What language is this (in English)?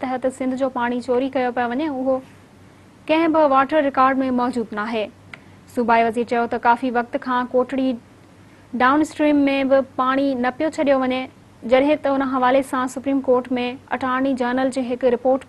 Sindhi